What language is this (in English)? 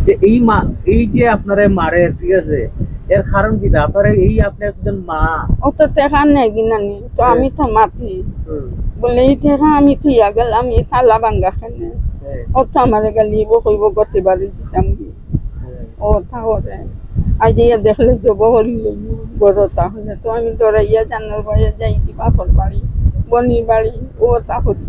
Sylheti